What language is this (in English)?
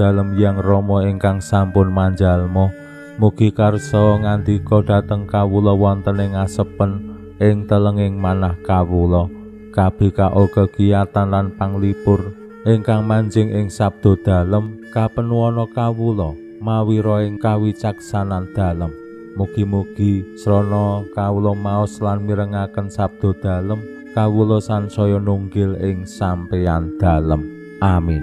Javanese